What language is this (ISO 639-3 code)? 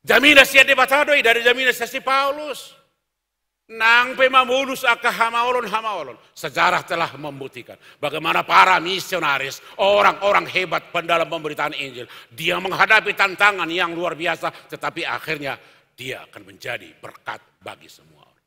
bbc